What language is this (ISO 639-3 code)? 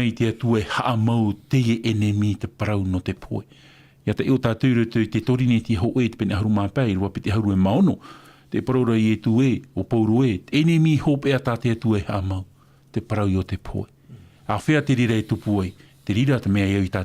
tah